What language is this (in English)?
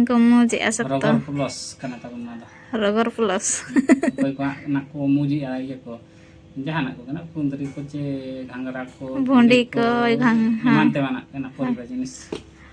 Santali